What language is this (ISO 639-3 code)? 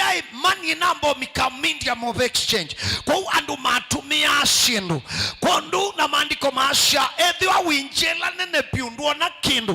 kam